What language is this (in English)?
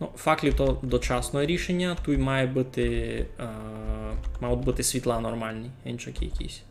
Rusyn